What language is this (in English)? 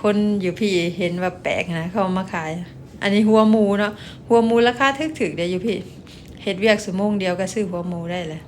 Lao